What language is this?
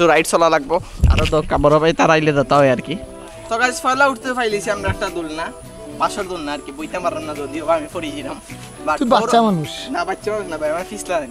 Sylheti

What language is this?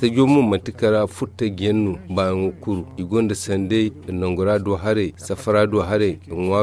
Zarma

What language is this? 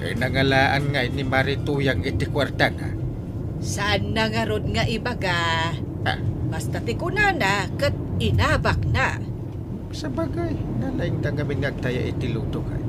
Iloko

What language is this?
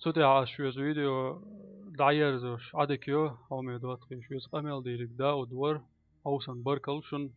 Chechen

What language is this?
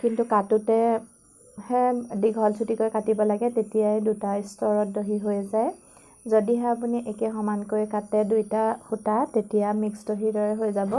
Assamese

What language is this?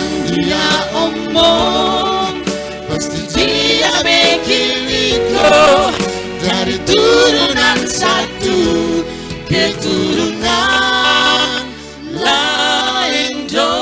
Kupang Malay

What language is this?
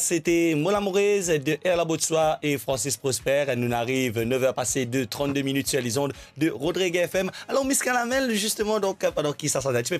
Morisyen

